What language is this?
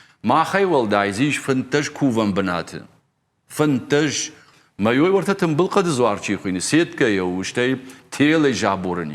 Ossetic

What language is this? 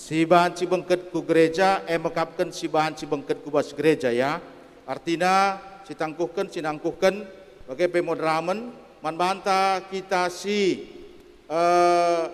Batak Karo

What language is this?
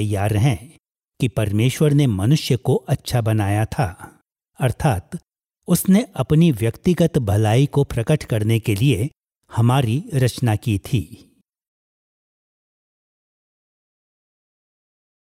Hindi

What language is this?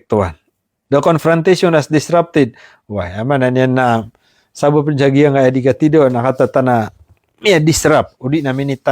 Maranao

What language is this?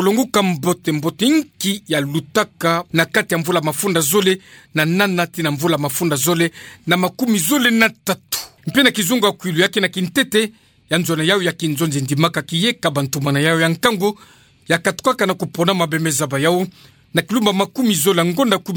Kituba (Democratic Republic of Congo)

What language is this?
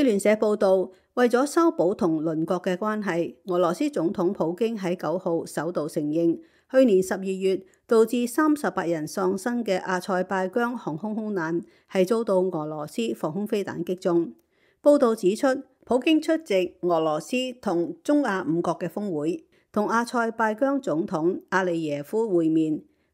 Cantonese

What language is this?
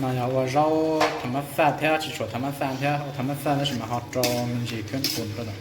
Hmong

